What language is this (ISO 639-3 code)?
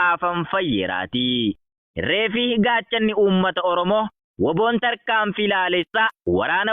orm